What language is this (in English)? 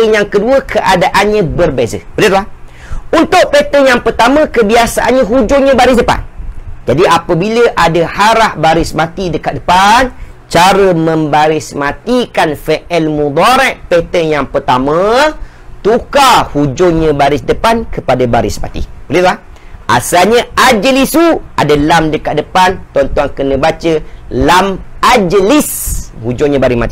Malay